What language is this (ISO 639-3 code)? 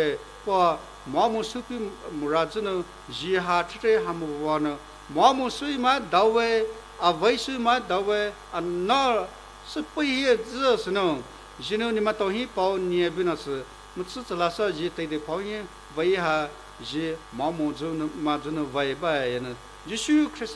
pmx